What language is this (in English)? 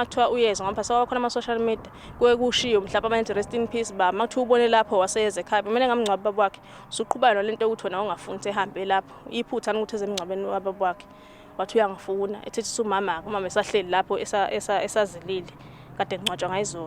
Zulu